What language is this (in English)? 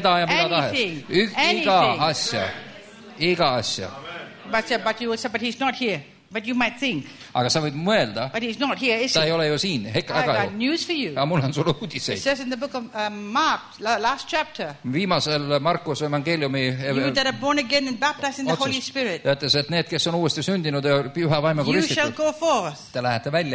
Estonian